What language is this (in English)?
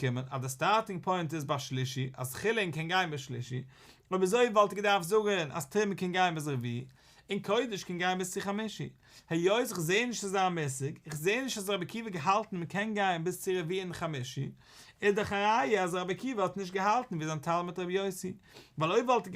Yiddish